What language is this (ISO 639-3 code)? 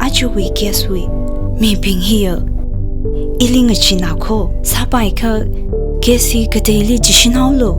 nmf